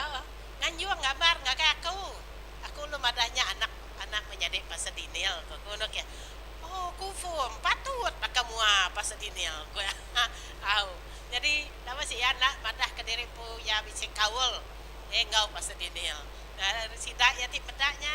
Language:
Iban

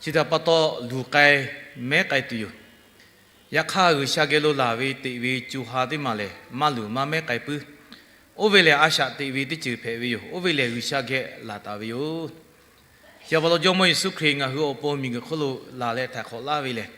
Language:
Lahu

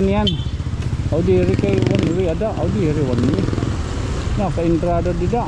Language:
Waray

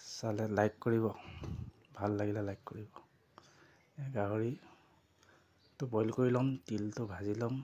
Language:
Assamese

